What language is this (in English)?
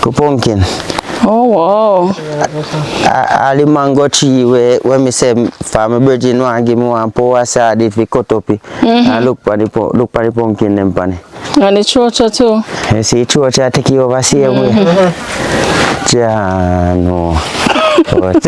Jamaican Creole English